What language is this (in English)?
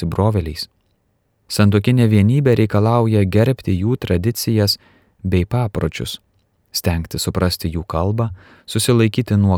Lithuanian